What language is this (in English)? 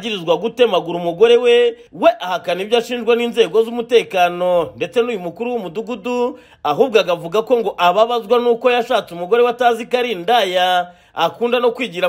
Kinyarwanda